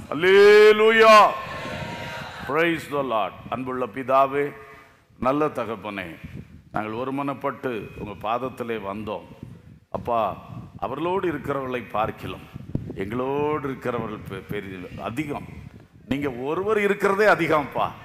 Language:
Tamil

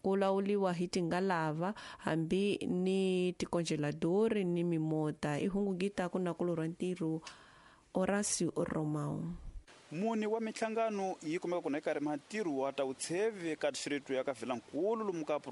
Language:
Tsonga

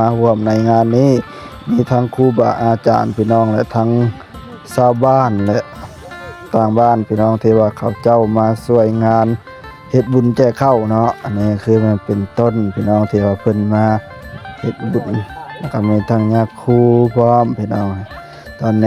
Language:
Northeastern Thai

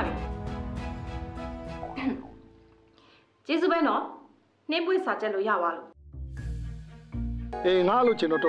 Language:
Burmese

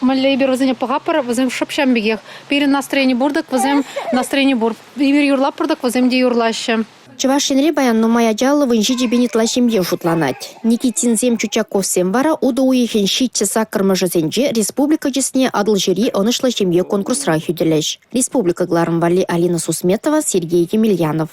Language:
Chuvash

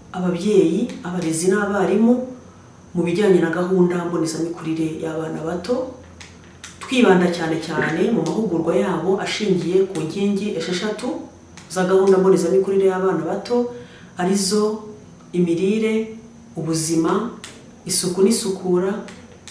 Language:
Kinyarwanda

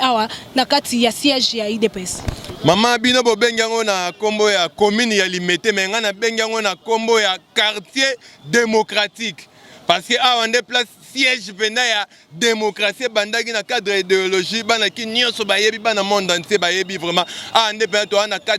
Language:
Lingala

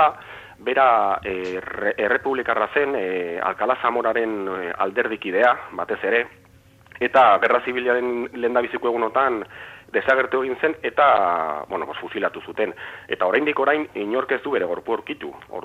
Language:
Basque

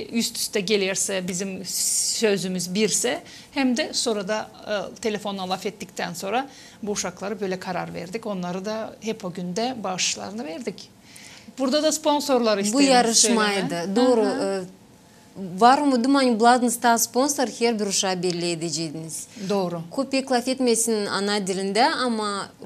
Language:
Gagauz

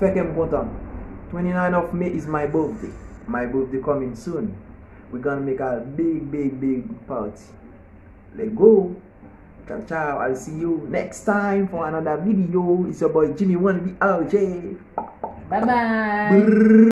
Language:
Haitian Creole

